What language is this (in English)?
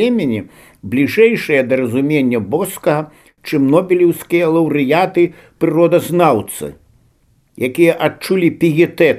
Belarusian